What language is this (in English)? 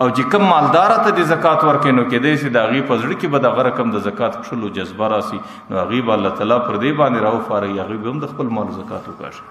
Pashto